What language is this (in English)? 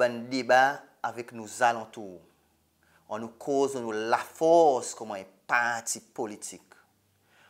Seselwa Creole French